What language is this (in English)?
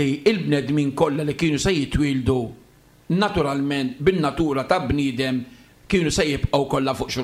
Maltese